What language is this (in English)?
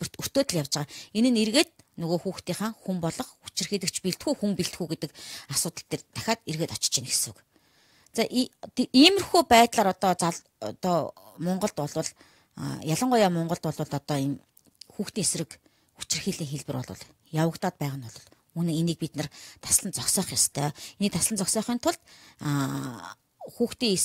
Mongolian